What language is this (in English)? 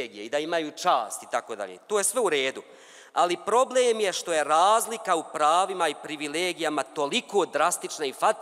Bosnian